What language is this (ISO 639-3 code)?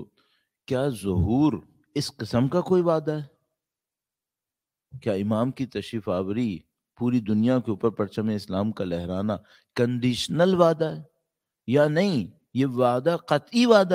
urd